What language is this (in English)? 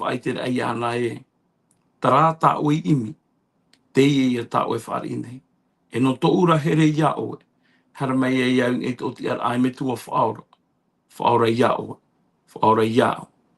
Tahitian